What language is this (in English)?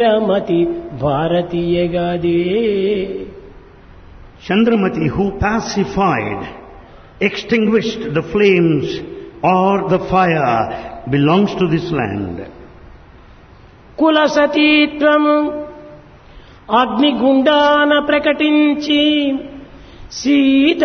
Telugu